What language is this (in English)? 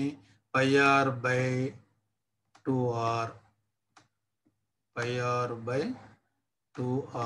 Telugu